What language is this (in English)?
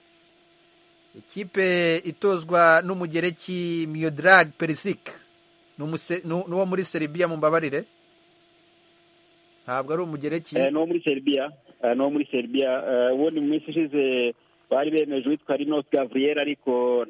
Kinyarwanda